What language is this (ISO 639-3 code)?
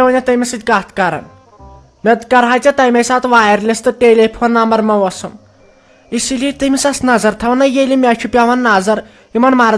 kas